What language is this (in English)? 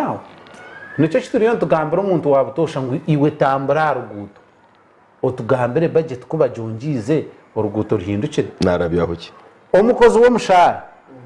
Nyankole